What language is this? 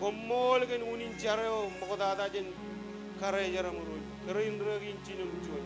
Marshallese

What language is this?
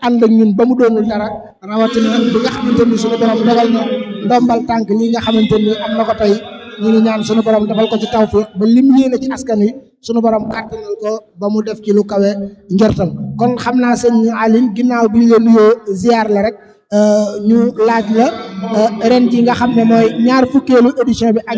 Wolof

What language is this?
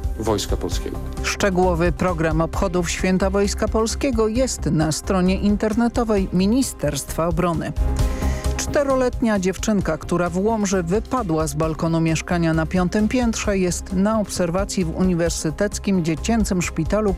Polish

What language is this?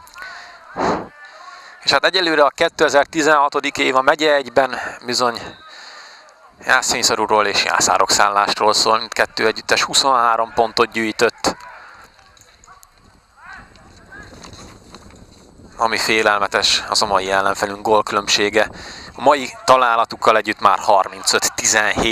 Hungarian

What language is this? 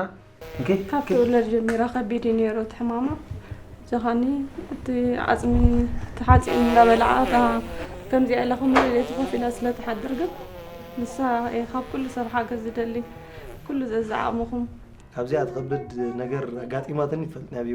Tigrinya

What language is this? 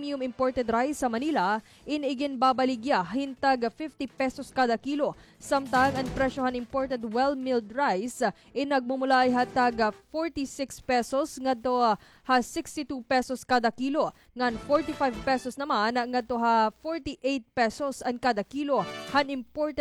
Waray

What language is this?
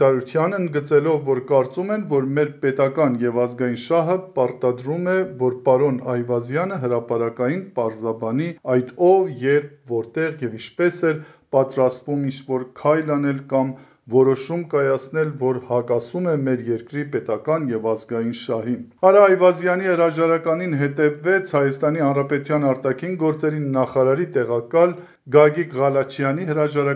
Armenian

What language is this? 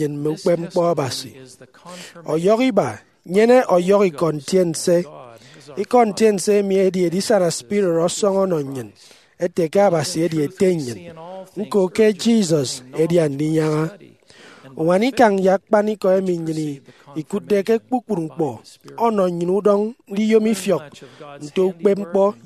Efik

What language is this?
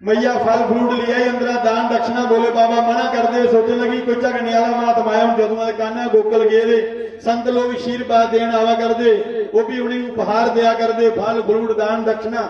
Dogri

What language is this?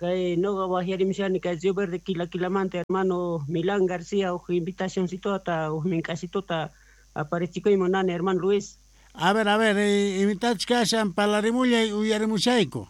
Quechua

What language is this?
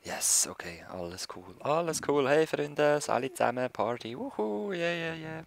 Swiss German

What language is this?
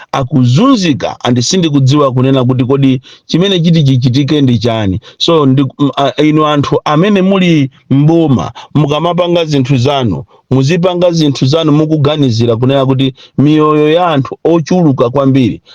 Nyanja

